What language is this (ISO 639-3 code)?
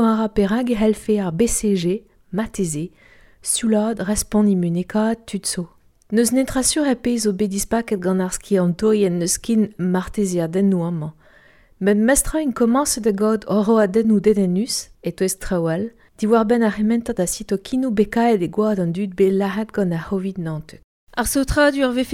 bre